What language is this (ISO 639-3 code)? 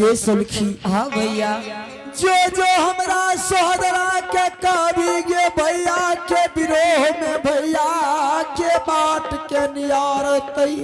anp